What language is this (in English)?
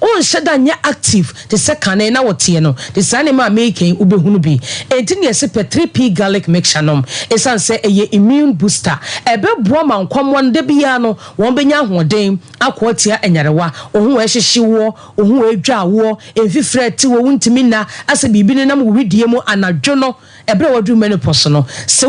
Akan